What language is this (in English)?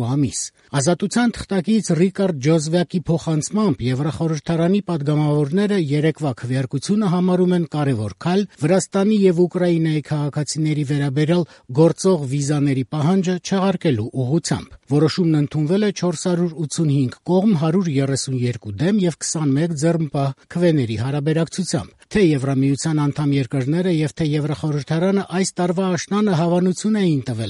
Armenian